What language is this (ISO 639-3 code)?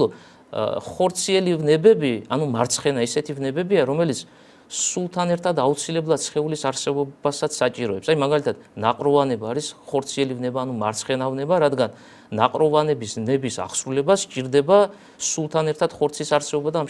kat